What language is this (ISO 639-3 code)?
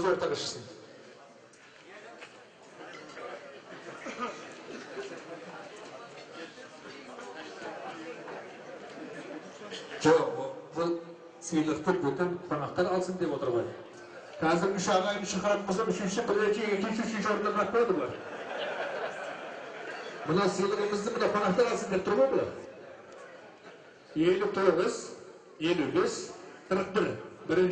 kaz